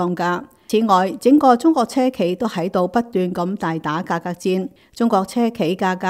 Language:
Cantonese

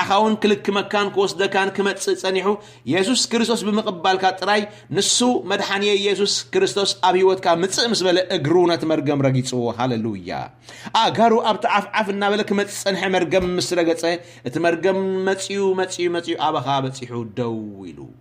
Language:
Tigrinya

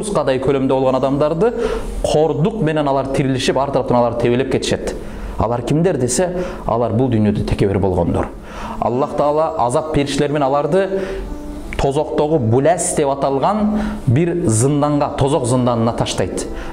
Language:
Kyrgyz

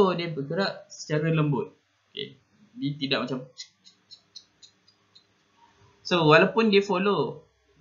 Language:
Malay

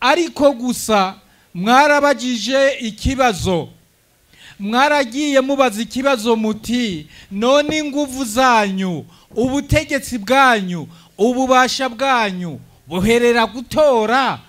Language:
Rundi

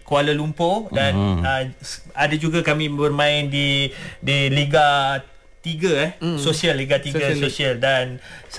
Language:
Malay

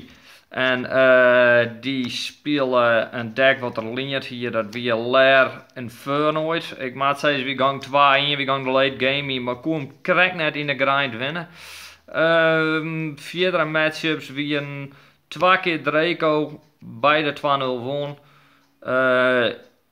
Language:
Western Frisian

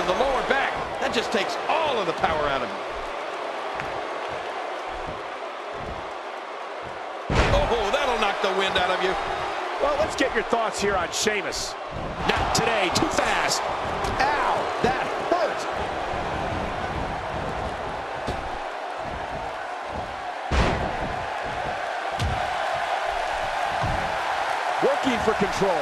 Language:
English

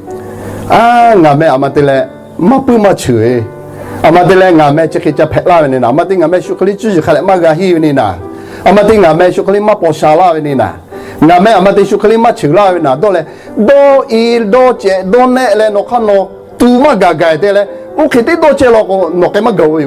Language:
Lahu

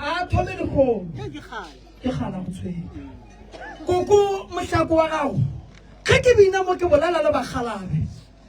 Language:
Northern Sotho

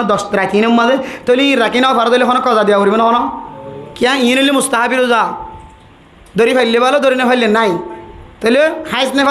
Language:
Rohingya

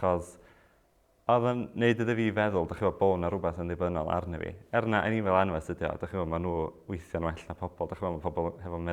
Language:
Welsh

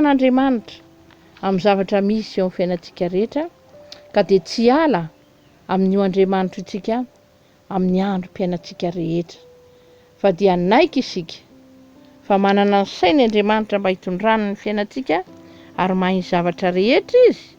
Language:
Malagasy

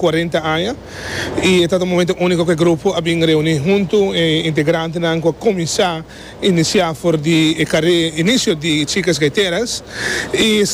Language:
Papiamento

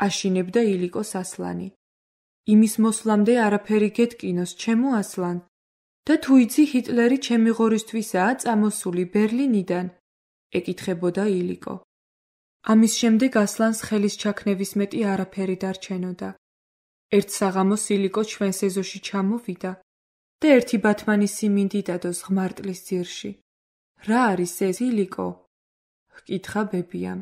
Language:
Georgian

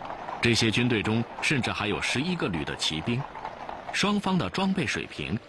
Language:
Chinese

